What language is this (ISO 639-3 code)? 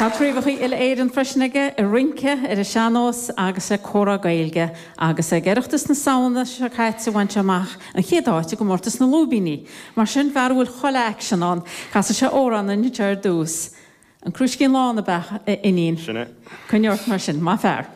gle